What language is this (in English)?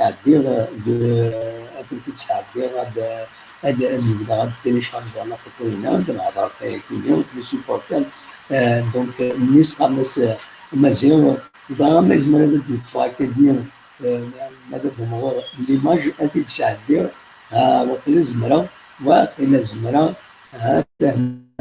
Kabyle